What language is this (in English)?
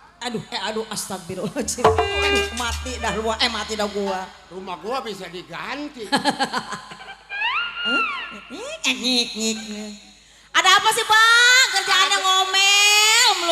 Betawi